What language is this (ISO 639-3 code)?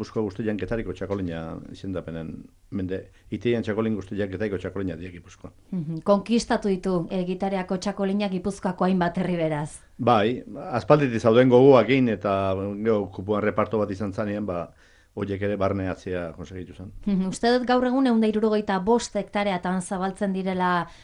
eus